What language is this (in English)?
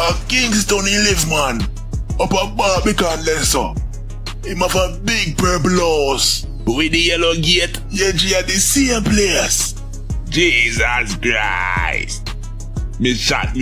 Jamaican Creole English